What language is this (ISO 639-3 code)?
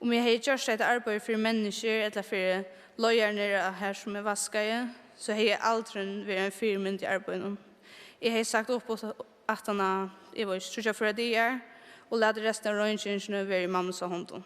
fao